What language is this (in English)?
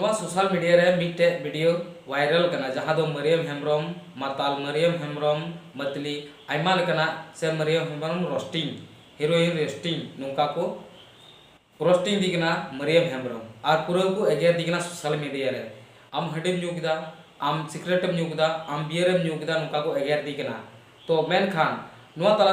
Santali